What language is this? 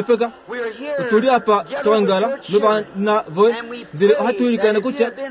Kuanyama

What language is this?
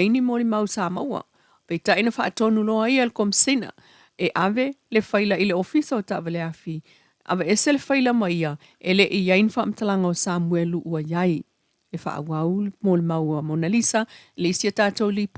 Samoan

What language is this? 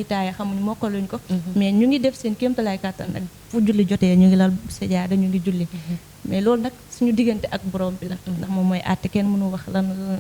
Wolof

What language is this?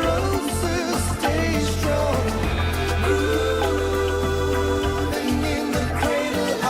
Fijian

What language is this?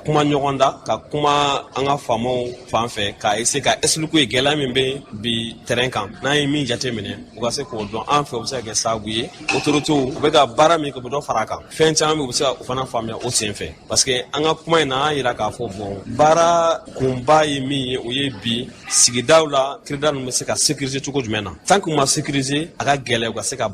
Bambara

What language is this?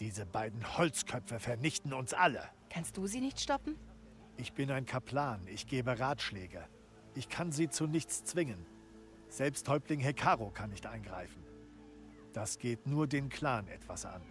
Bavarian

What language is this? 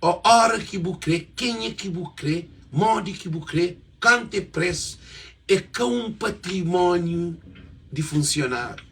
Kabuverdianu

